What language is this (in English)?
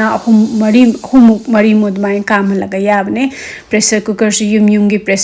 Manipuri